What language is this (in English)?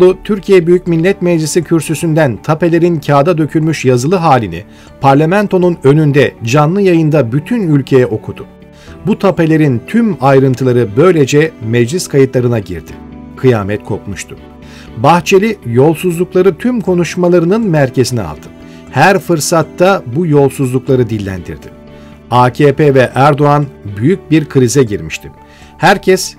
Turkish